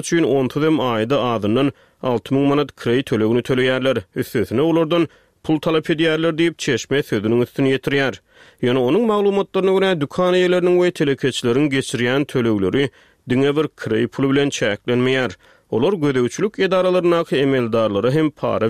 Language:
Turkmen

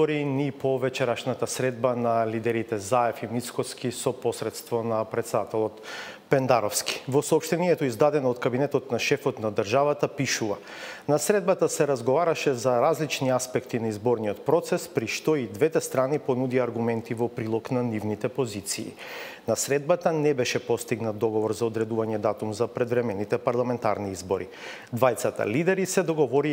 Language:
Macedonian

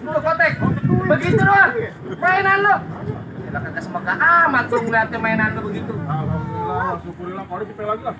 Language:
Betawi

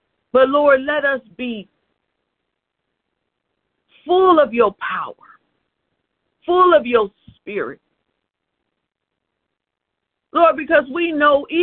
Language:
English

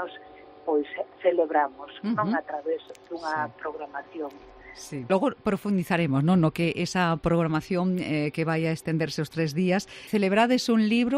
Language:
Galician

